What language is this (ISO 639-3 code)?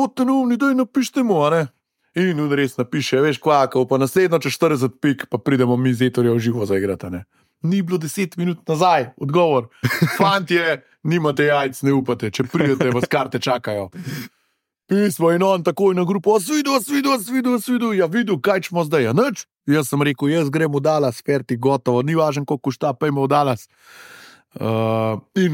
slv